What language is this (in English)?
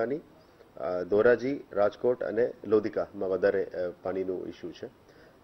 Gujarati